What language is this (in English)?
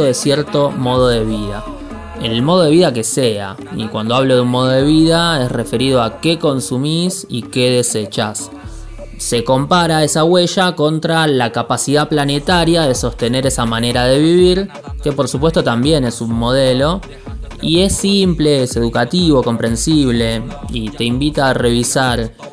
Spanish